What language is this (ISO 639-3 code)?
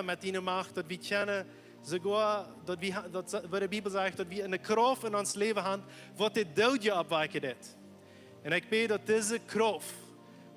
pdt